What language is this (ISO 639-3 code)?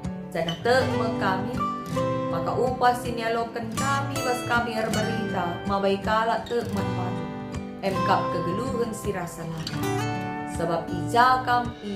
btx